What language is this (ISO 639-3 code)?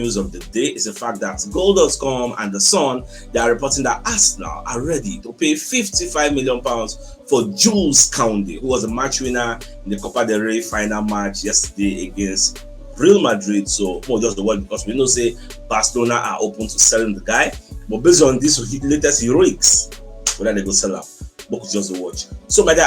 pcm